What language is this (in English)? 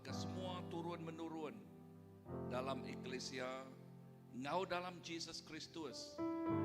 Iban